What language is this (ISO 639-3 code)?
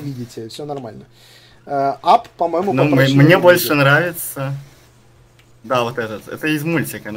rus